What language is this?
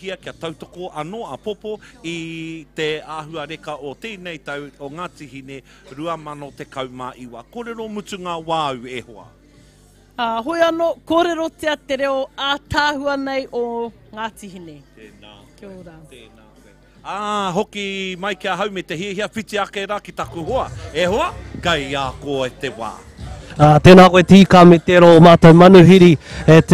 Māori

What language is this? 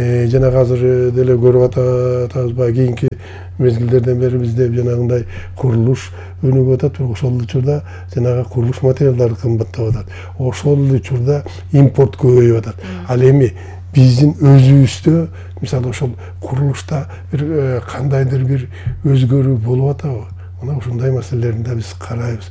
Kyrgyz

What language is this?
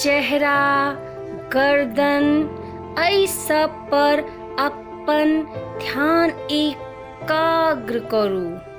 Maithili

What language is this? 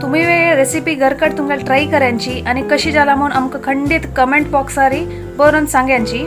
Konkani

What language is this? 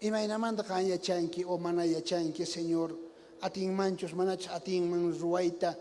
South Bolivian Quechua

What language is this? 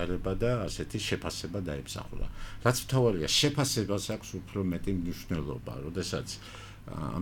Georgian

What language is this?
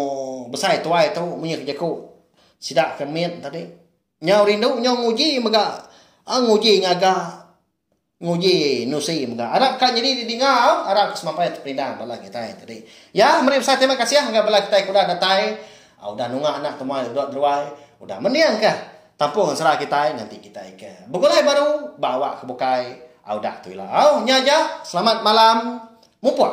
Iban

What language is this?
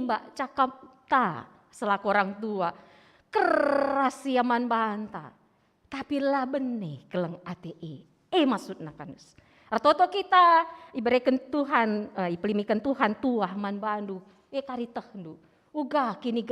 Batak Karo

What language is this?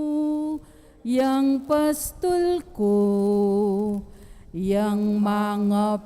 Pampanga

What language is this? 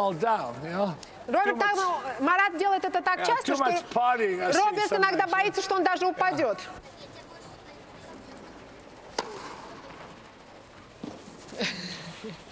Russian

